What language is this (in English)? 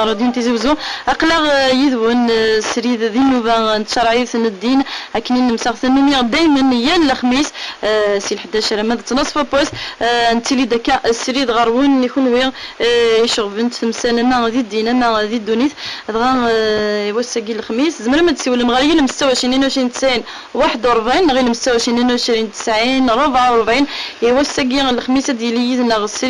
Kabyle